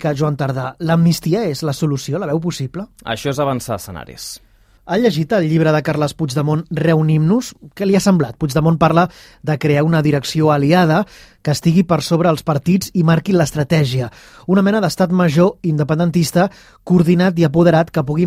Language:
Catalan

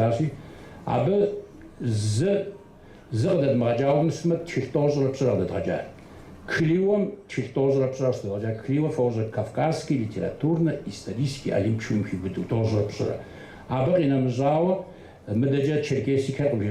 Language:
Kabardian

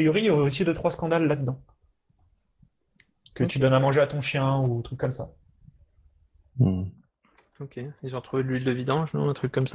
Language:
French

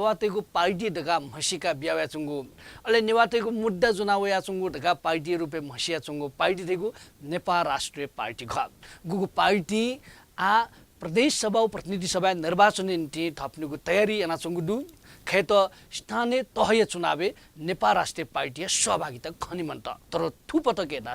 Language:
Newari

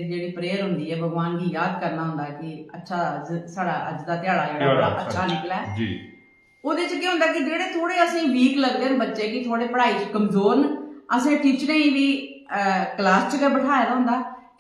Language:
Dogri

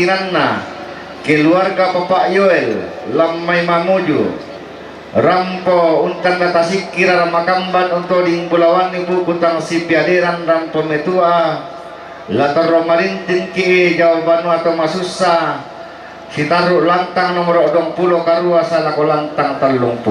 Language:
Toraja-Sa'dan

